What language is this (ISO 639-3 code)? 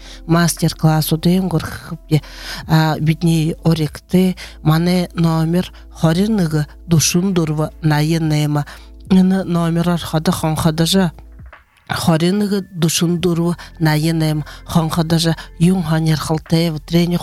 bua